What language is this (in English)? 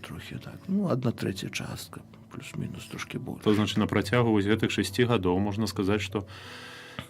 Belarusian